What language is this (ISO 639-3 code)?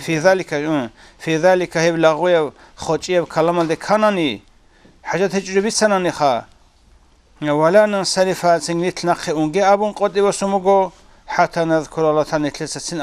ava